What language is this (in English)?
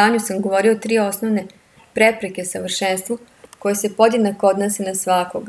Serbian